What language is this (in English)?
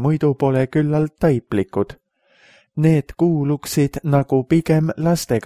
Estonian